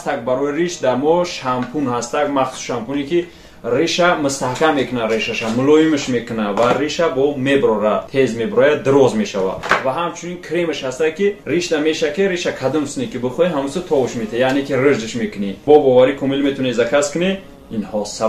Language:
Tajik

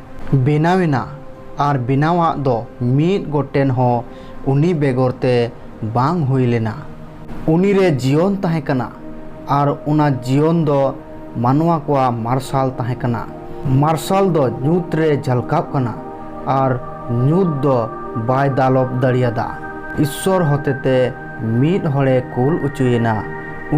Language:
Santali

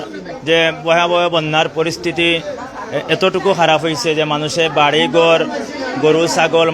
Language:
Sylheti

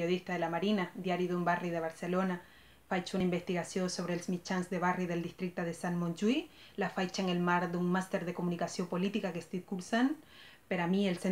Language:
Catalan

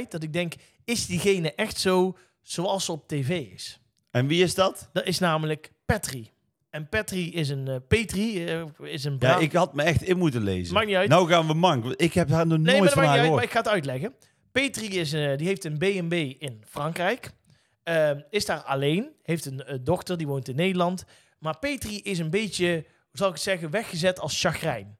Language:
Dutch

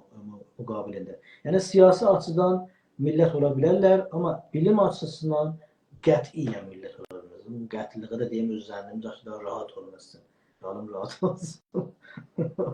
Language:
South Azerbaijani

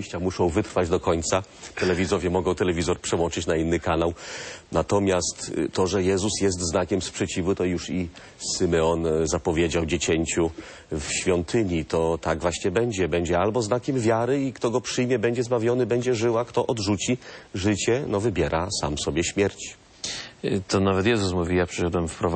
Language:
Polish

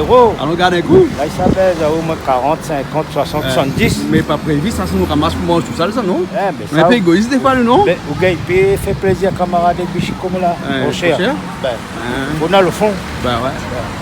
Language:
Réunion Creole French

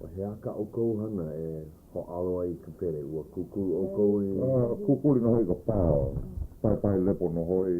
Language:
Hawaiian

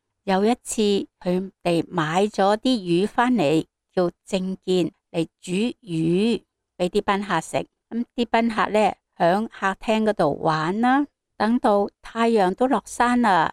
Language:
Cantonese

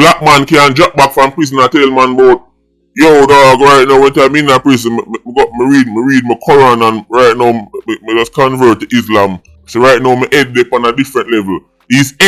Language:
Jamaican Creole English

